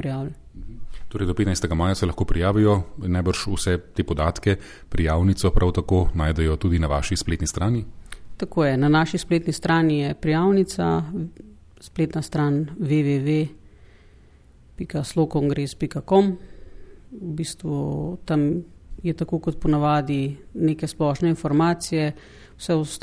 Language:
Slovenian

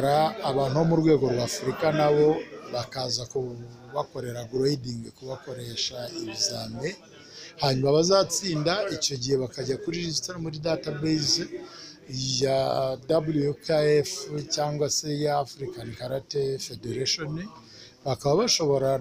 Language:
Kinyarwanda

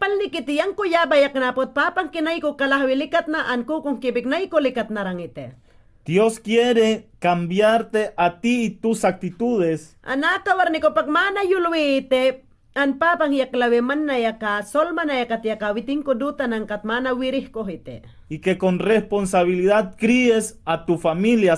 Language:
Mayangna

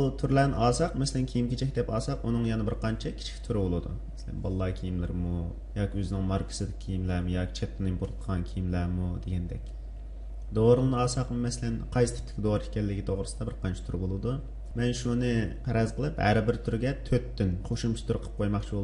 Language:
Uyghur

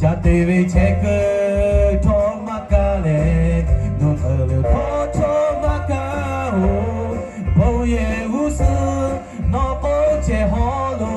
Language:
Lahu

